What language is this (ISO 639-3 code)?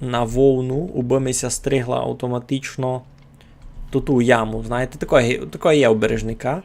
rue